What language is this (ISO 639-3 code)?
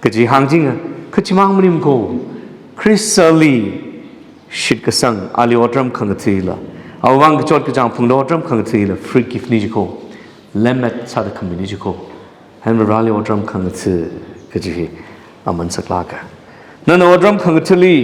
nmf